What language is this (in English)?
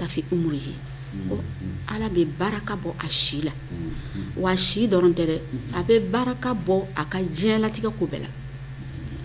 Bambara